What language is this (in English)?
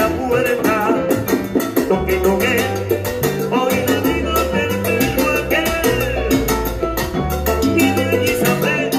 Spanish